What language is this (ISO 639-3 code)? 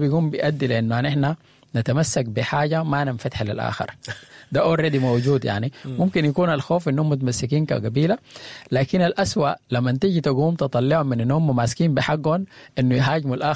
apd